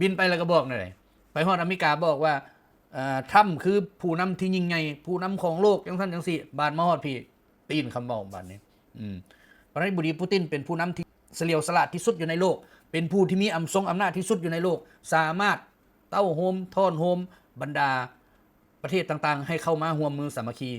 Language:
Lao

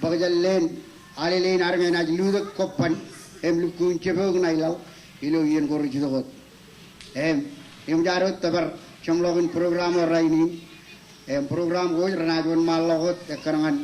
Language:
Marshallese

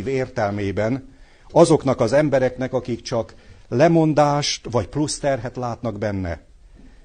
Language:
Hungarian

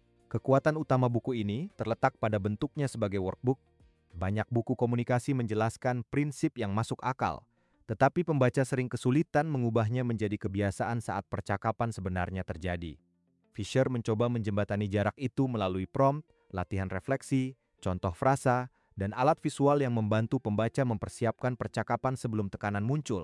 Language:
Indonesian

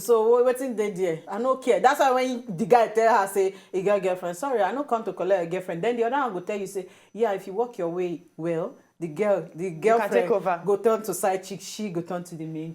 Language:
Nigerian Pidgin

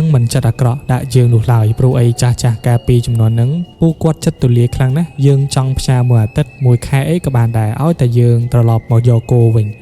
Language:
Khmer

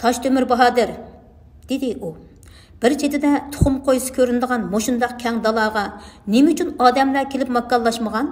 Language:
Uyghur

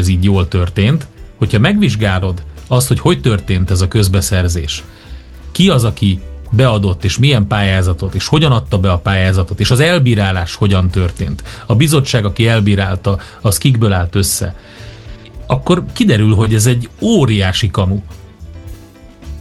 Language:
Hungarian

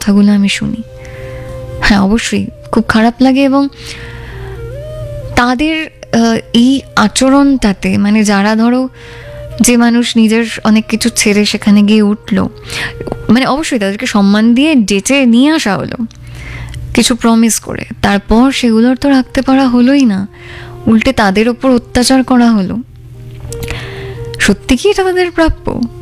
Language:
Bangla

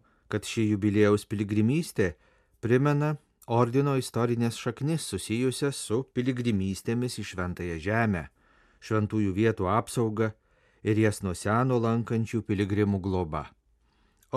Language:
Lithuanian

